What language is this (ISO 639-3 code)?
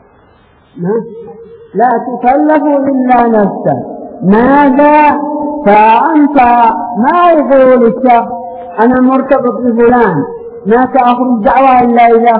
ara